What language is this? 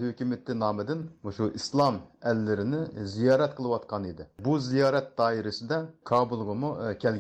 Uyghur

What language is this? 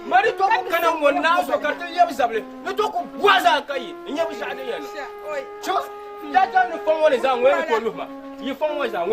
Dagbani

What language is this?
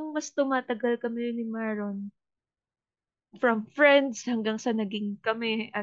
Filipino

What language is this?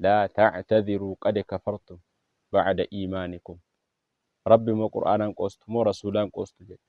Oromo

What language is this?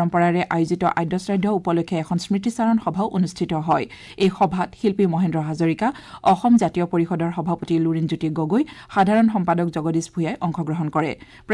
Assamese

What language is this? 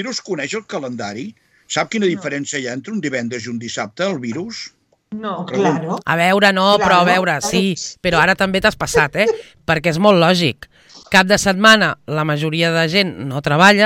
Catalan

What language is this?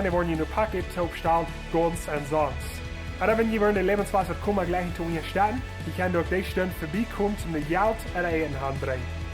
Plautdietsch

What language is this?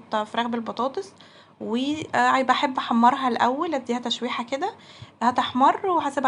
Egyptian Arabic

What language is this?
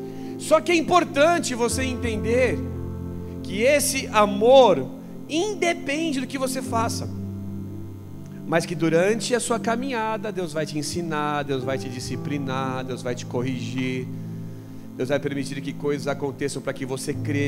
Portuguese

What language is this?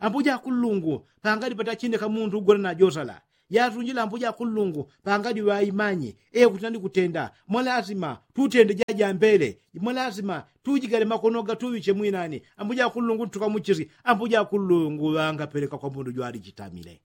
Yao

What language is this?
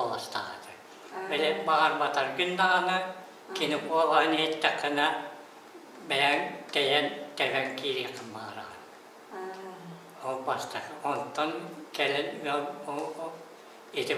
Yakut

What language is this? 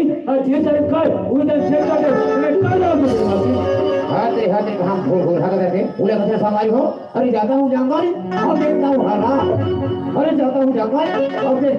Chhattisgarhi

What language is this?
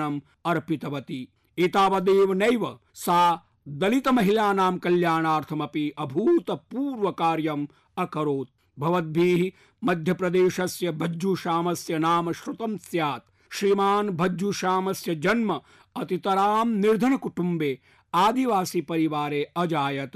Sanskrit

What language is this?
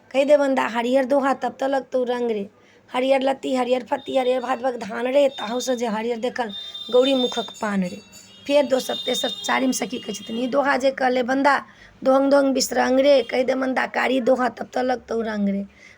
Maithili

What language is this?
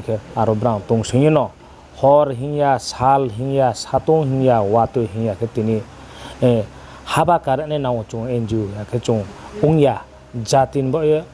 Riang (India)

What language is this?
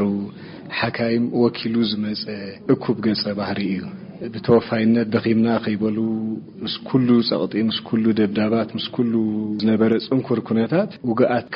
Tigrinya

